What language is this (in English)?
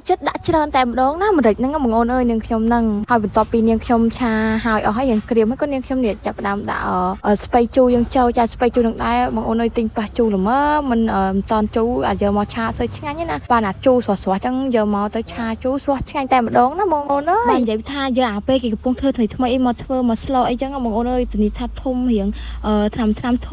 Khmer